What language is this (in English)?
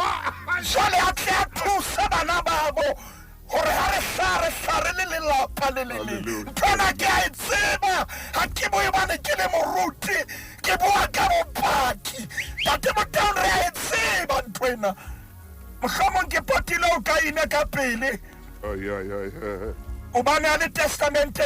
Southern Sotho